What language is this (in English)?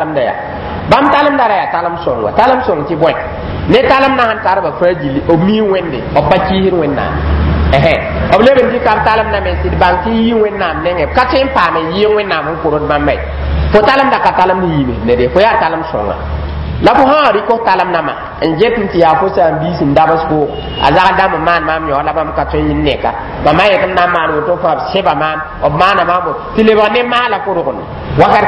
Mossi